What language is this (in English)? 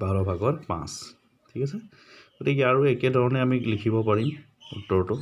Assamese